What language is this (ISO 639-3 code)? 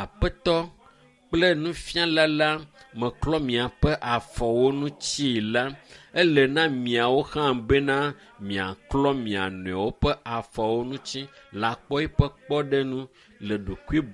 ewe